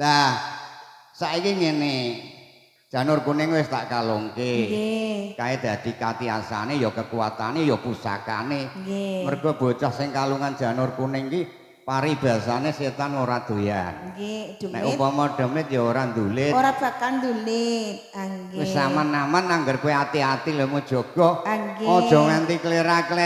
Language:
Javanese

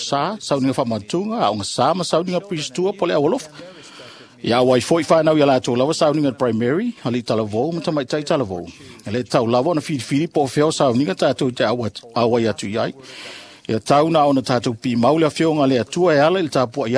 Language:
Samoan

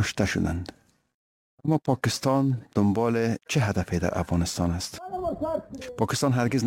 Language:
Persian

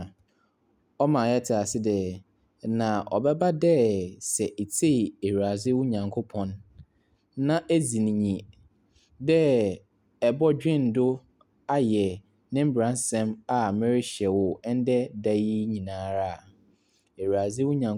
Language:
Akan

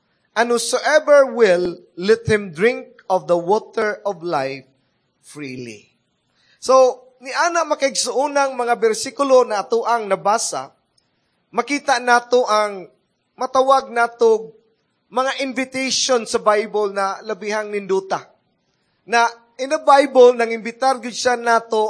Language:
Cebuano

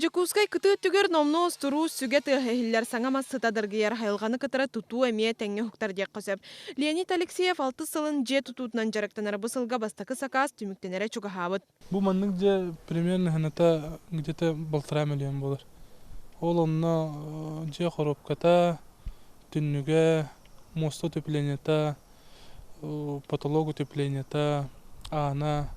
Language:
Yakut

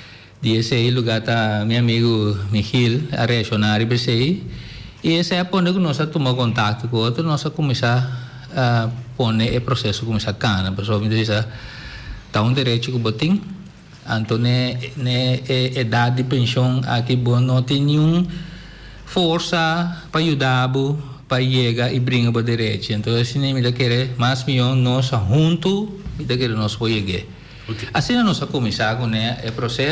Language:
Papiamento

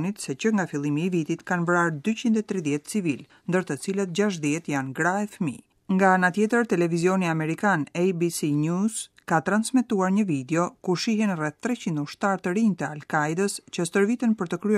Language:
Albanian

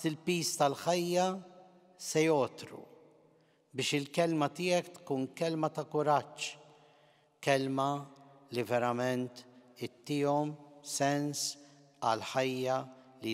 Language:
Maltese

